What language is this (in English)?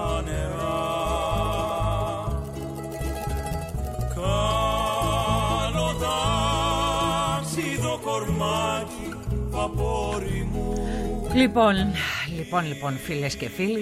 Greek